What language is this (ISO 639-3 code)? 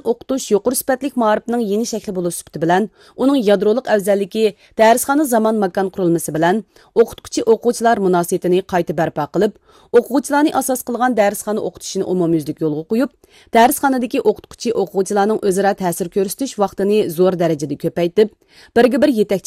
uig